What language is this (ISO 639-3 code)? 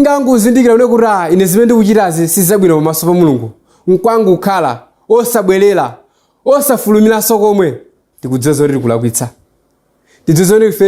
nya